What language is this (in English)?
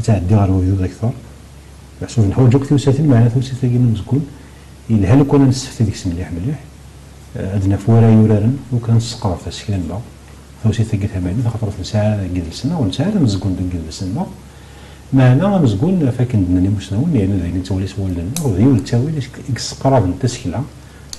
Kabyle